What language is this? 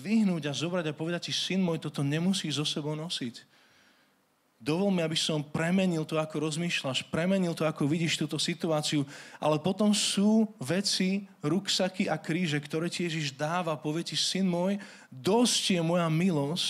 Slovak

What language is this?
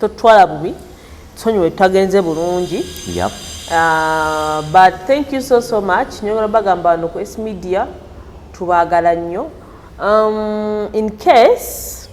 Ganda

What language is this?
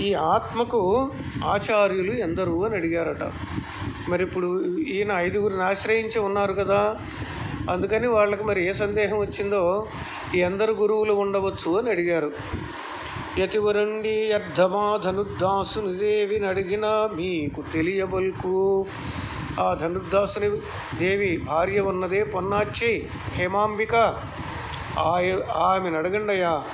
Telugu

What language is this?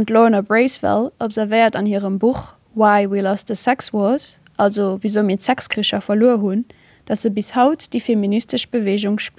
Luxembourgish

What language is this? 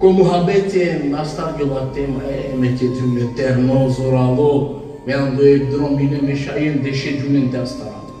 Balkan Romani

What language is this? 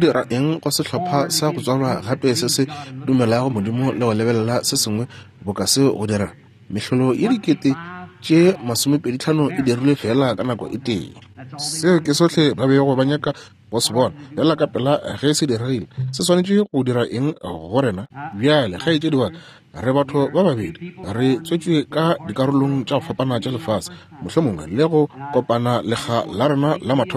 Northern Sotho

